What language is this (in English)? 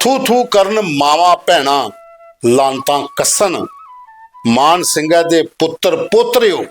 Dogri